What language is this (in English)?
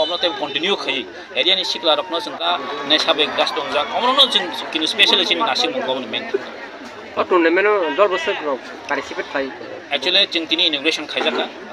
Kok Borok